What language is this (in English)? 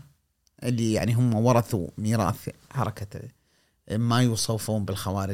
Gulf Arabic